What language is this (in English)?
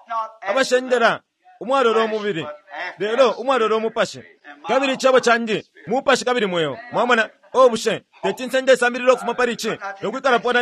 Bemba